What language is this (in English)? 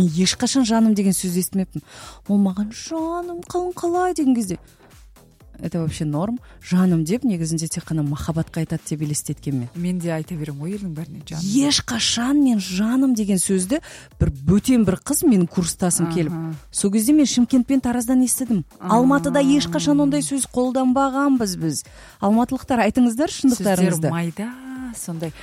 Kazakh